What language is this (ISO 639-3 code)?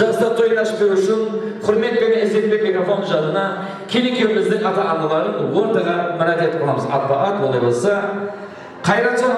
kaa